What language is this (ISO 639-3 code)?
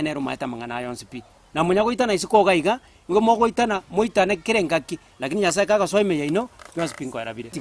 guz